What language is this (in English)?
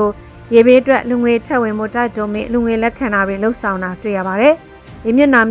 Burmese